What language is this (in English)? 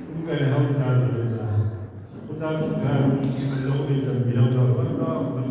Tswana